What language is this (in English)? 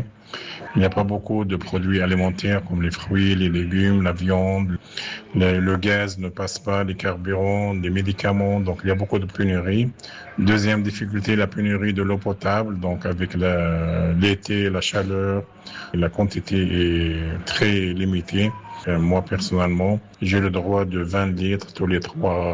French